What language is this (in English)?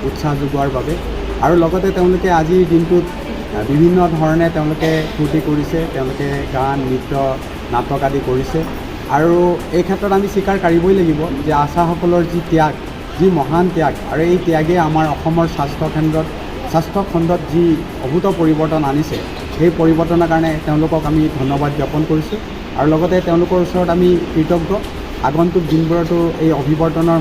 Assamese